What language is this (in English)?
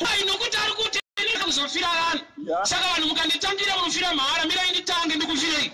Shona